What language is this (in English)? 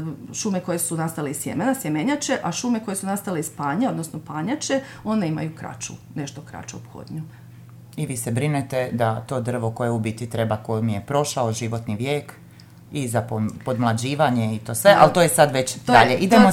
Croatian